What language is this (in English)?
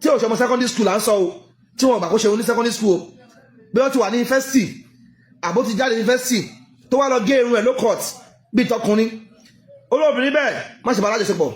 Yoruba